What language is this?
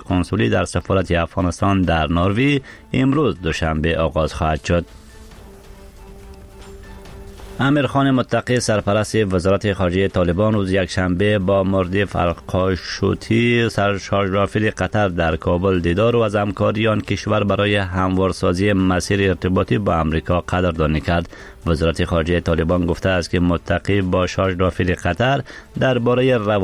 Persian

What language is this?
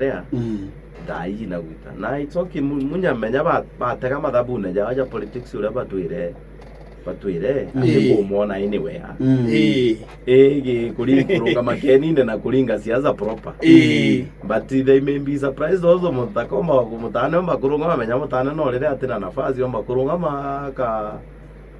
Meru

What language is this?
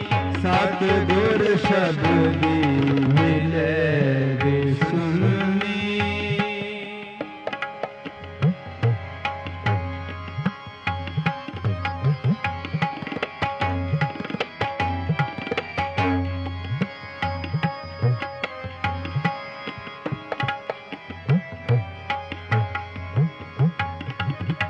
Punjabi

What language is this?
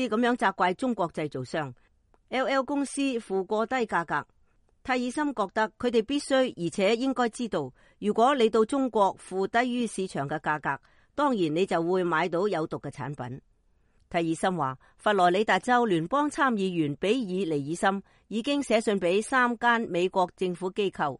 Cantonese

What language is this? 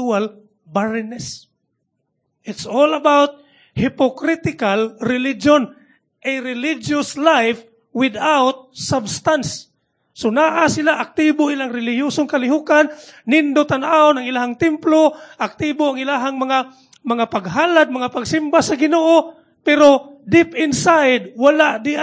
Cebuano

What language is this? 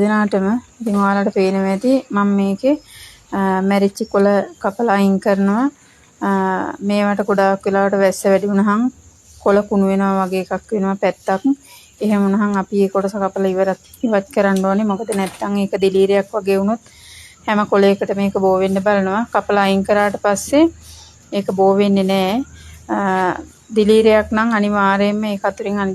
Sinhala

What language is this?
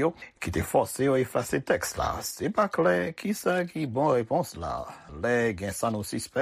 Haitian Creole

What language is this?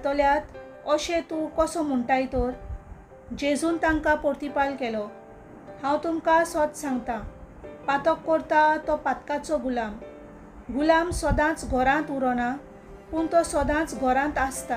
Konkani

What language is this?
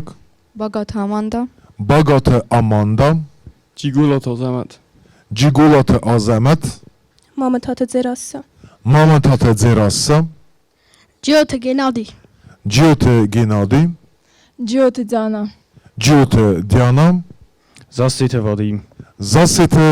Ossetic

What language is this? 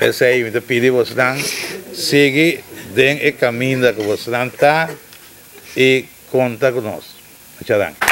Papiamento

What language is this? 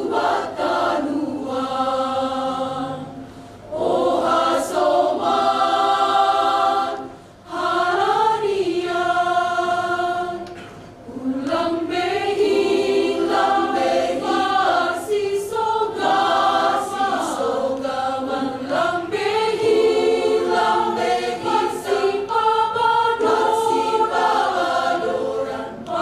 Batak Simalungun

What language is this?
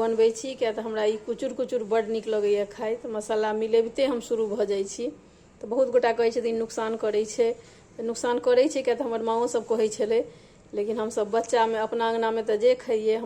Maithili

